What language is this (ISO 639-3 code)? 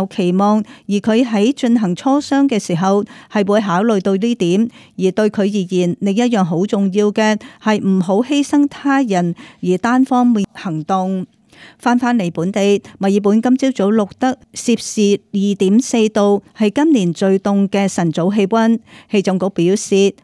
yue